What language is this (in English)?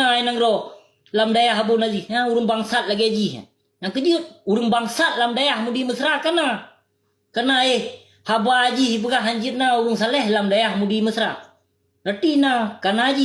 Achinese